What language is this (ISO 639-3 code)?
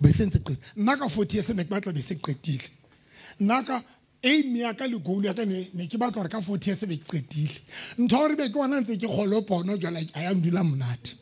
sot